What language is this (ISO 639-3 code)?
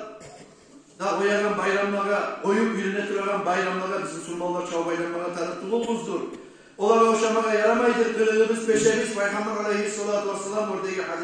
kum